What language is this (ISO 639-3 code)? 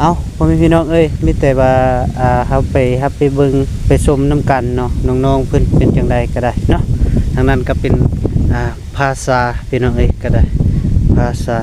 lao